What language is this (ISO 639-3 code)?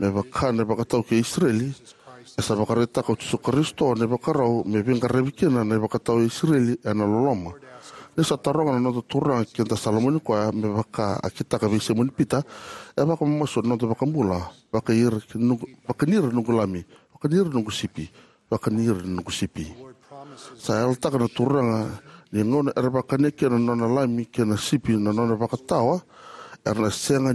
fij